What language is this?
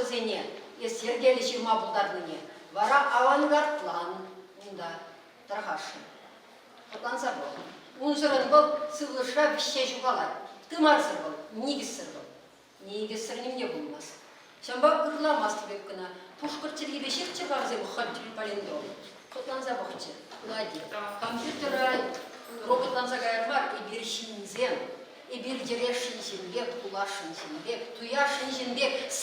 Chuvash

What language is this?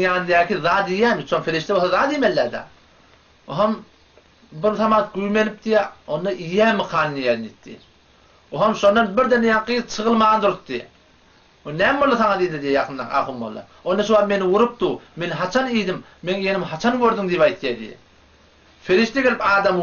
Turkmen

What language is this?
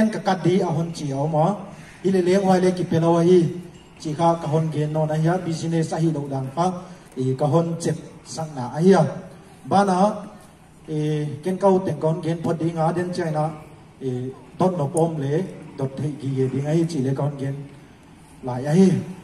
Paite Chin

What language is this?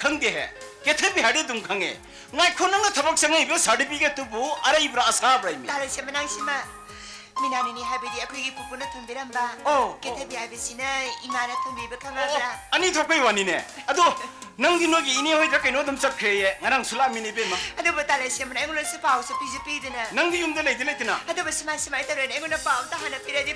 Manipuri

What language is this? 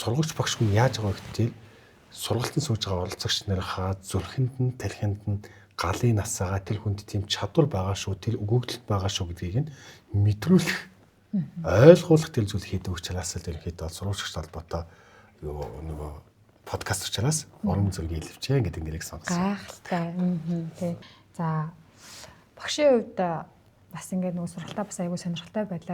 Mongolian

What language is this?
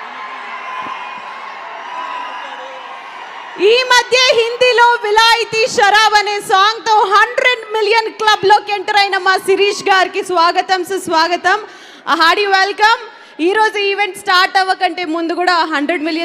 Telugu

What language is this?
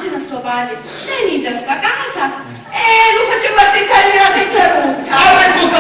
Sicilian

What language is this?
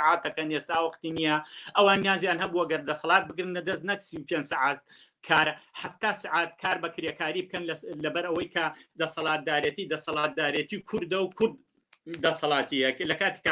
Central Kurdish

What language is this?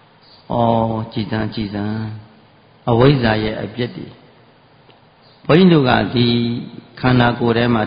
Burmese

